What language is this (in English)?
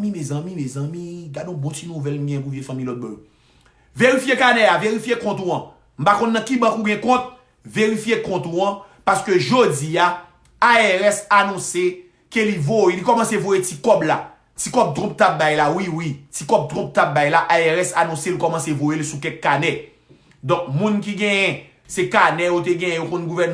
Haitian Creole